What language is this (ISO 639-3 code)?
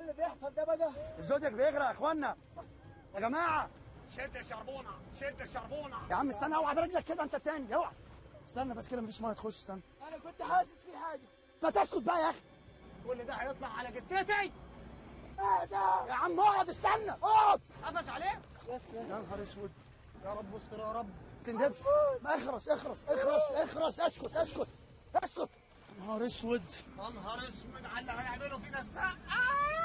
arz